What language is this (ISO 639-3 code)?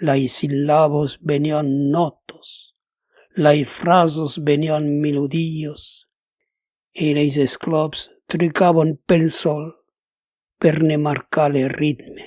oci